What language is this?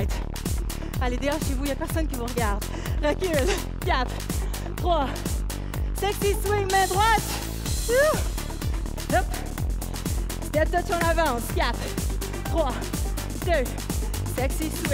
French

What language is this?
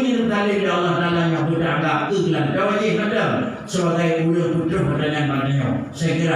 Achinese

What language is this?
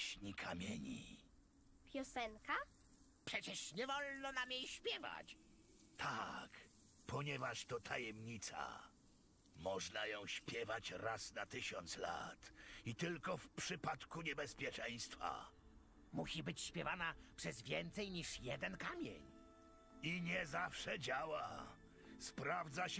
Polish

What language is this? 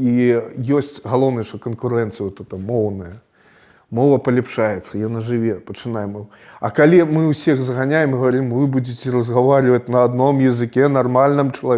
Belarusian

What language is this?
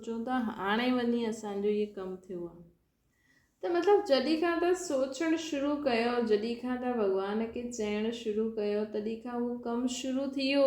Sindhi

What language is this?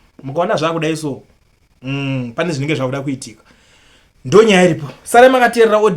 Shona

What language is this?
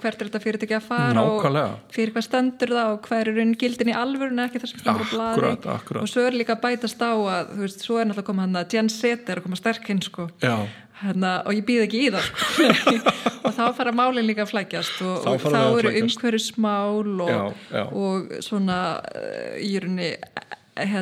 Icelandic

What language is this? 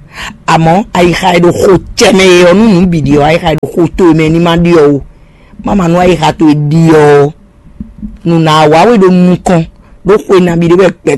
Fon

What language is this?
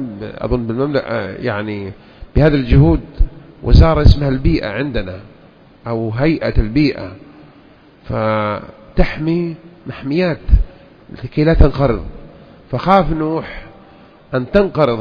Arabic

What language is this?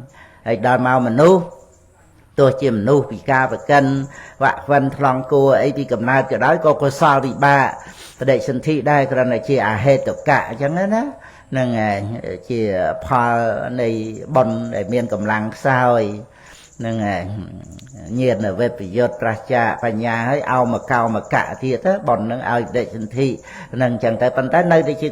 Khmer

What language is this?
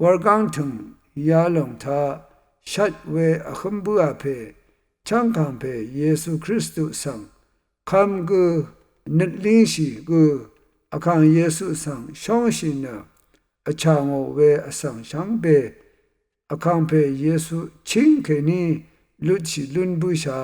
Rawang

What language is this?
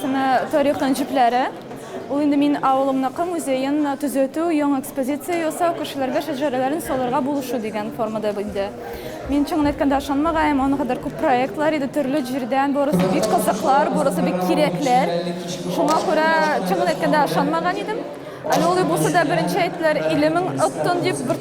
Tatar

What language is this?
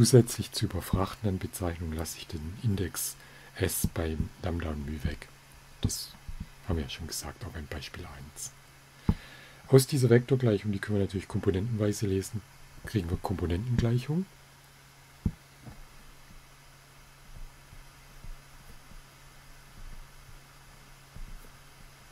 German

